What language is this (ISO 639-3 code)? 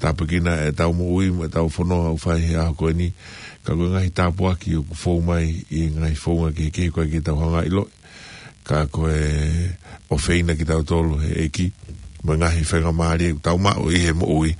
ton